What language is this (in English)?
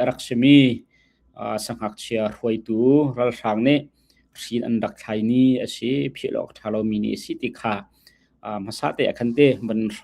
Hakha Chin